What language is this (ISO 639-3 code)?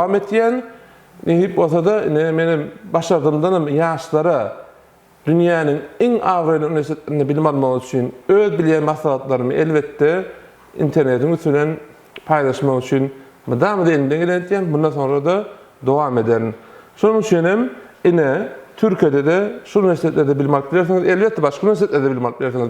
tuk